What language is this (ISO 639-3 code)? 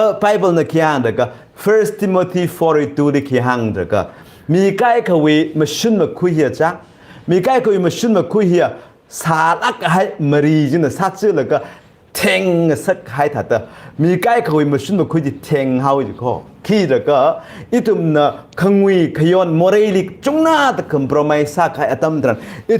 nmf